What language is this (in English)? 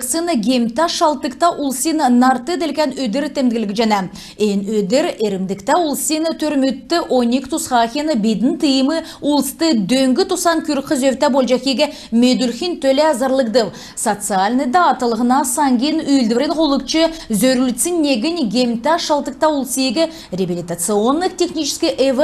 Kalmyk